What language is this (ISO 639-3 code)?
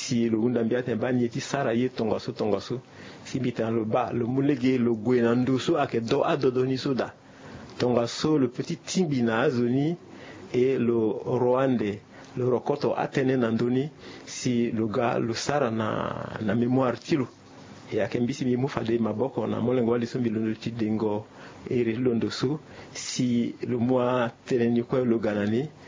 sag